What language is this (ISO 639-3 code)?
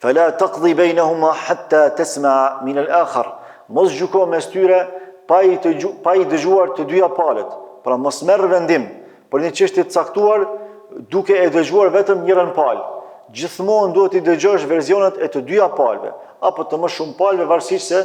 sqi